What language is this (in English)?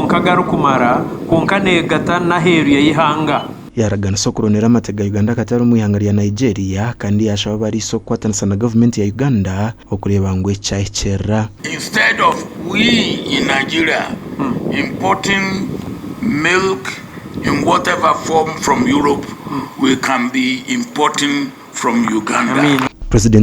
Nyankole